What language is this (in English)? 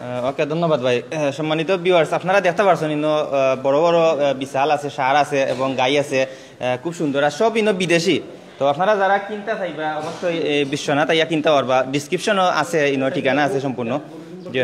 Sylheti